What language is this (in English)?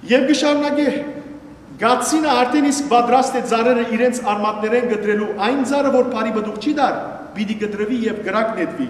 Western Armenian